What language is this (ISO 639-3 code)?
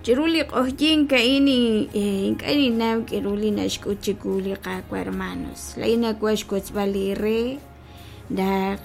kek